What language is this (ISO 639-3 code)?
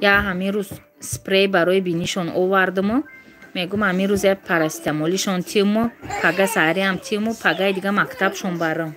tgk